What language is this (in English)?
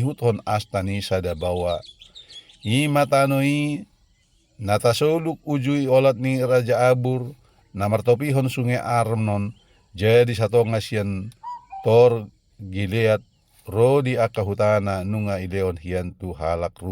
Batak Toba